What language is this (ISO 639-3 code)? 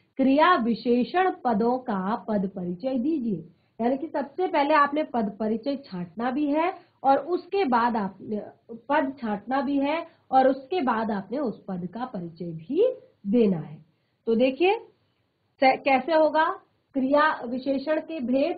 hin